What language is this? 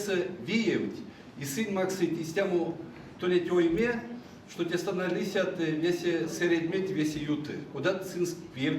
Erzya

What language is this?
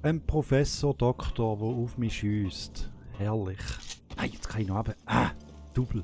Swiss German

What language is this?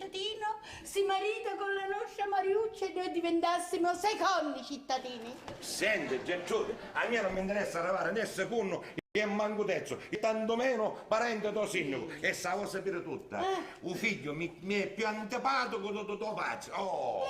Sicilian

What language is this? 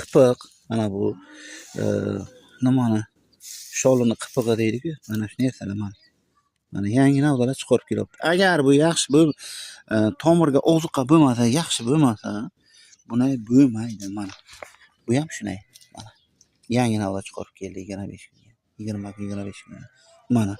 Uzbek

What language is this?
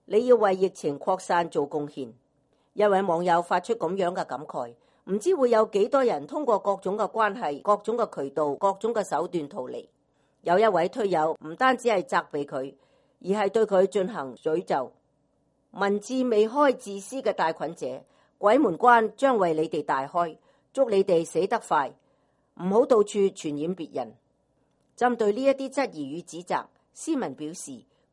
Cantonese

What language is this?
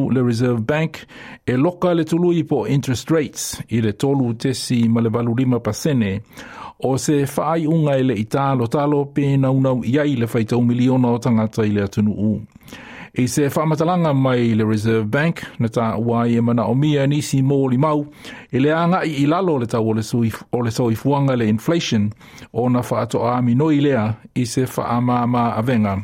Samoan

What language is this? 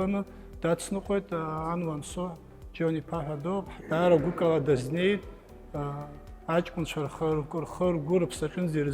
Abkhazian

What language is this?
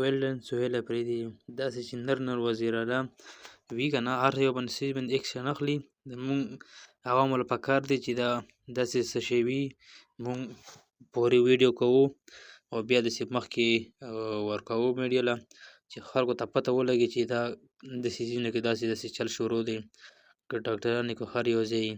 Pashto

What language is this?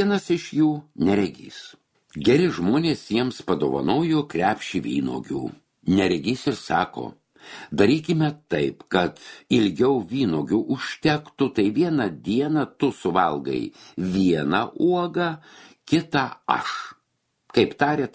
Lithuanian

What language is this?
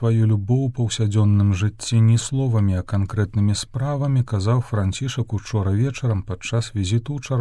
Belarusian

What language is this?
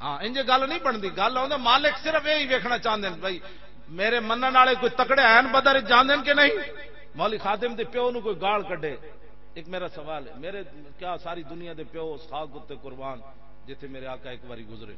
Western Panjabi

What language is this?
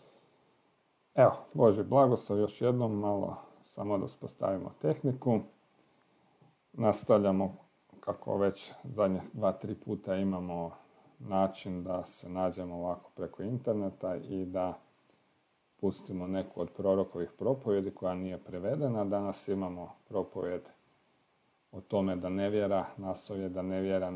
Croatian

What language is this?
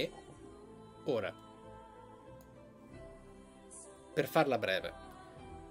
Italian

